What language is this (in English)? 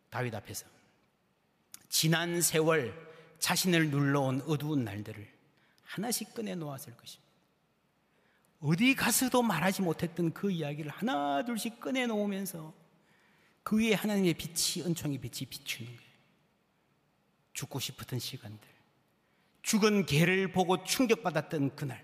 Korean